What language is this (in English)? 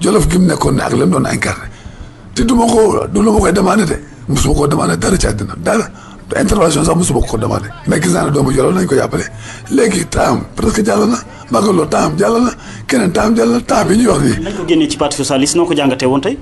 Wolof